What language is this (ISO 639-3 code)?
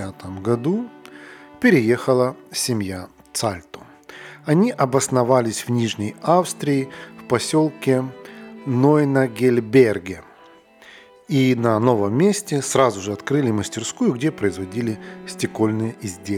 rus